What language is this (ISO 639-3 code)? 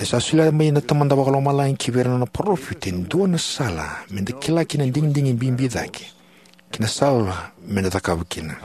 fij